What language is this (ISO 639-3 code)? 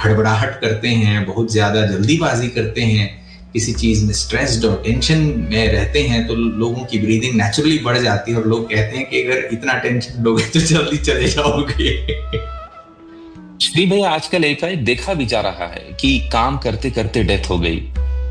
hin